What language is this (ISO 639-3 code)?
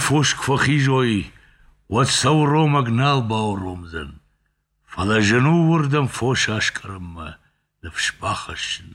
oss